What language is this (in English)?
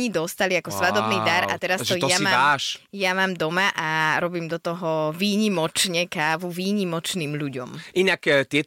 Slovak